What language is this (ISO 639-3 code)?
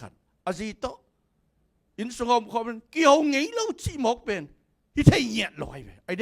ctd